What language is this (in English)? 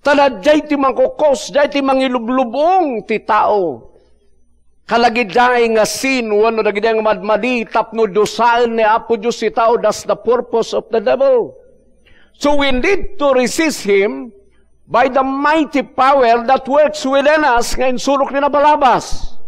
Iloko